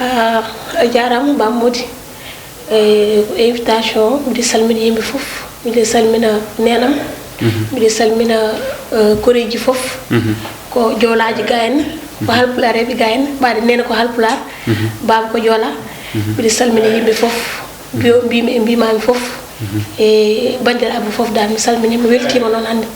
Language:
Fula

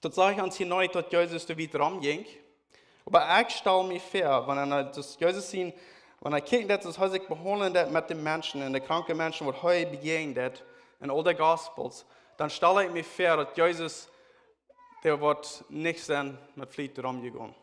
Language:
Plautdietsch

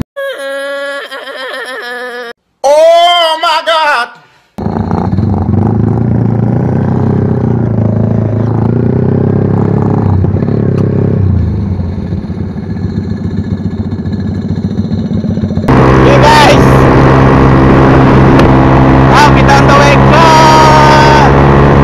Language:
Malay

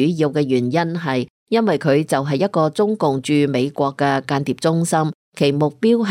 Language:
Cantonese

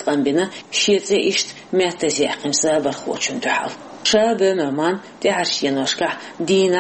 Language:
Chechen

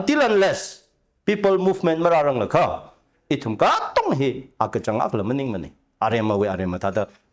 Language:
Tangkhul Naga (India)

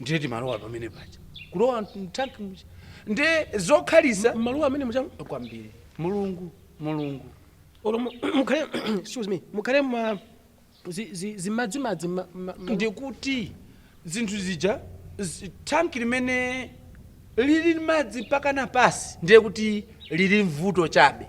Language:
Nyanja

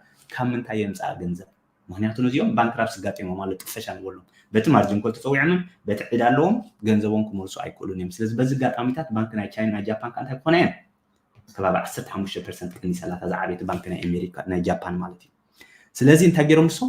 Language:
Tigrinya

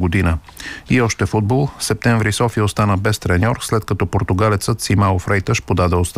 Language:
Bulgarian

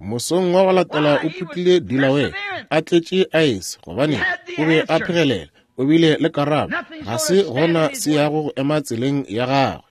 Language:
Northern Sotho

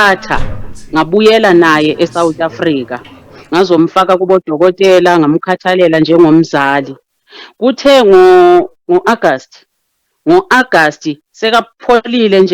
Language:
Zulu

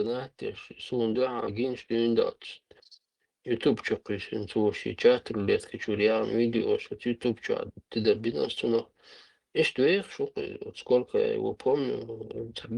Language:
Chechen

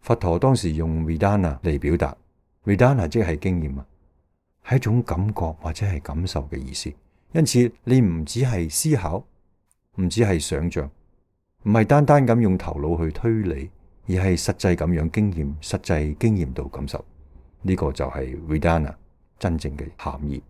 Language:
Cantonese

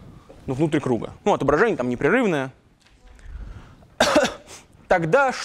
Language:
Russian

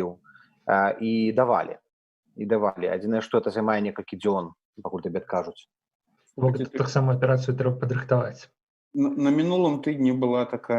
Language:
Belarusian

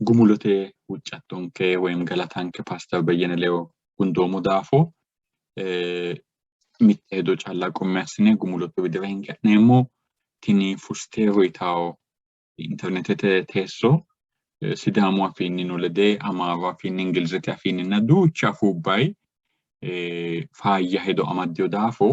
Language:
Sidamo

